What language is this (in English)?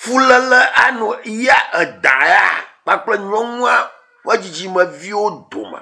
Ewe